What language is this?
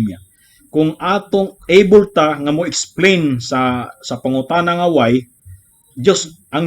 Cebuano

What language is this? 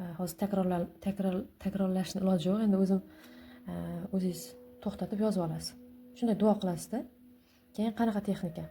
Uzbek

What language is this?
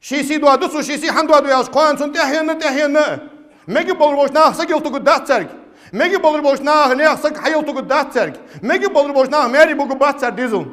Ingush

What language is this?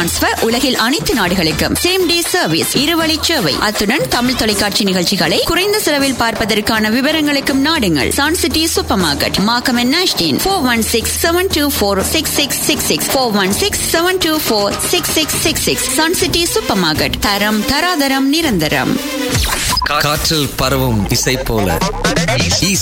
Tamil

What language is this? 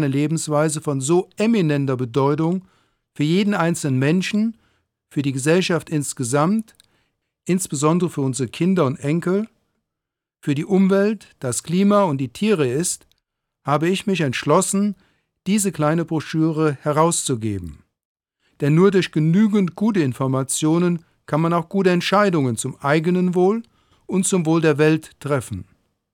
German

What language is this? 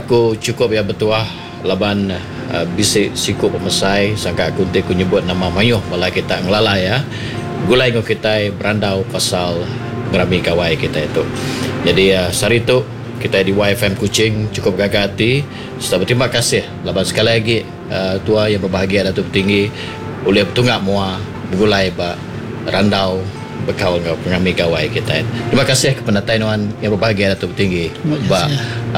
Iban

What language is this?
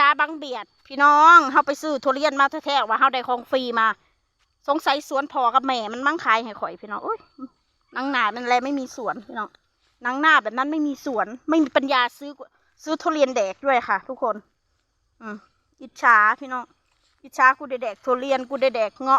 Northeastern Thai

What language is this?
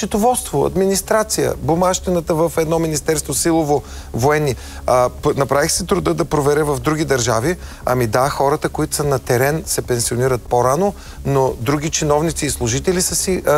Bulgarian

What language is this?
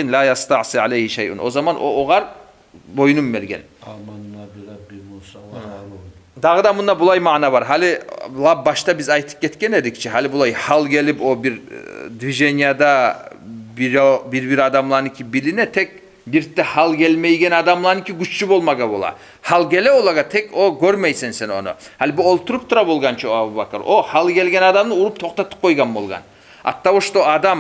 Kumyk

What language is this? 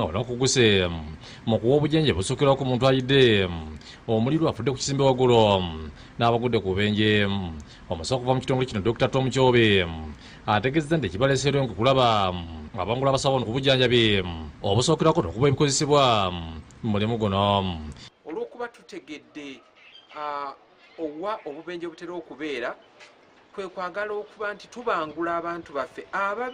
Ganda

